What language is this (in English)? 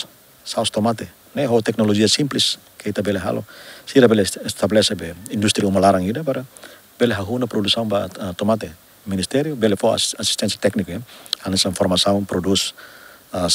Tetum